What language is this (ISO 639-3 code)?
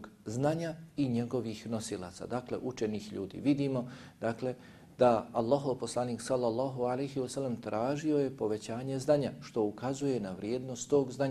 bos